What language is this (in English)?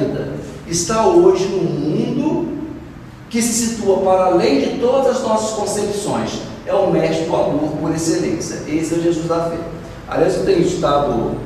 Portuguese